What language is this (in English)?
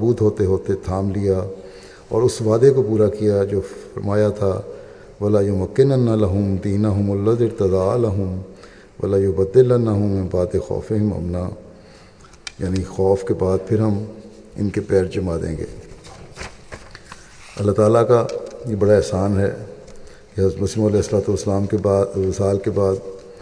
Urdu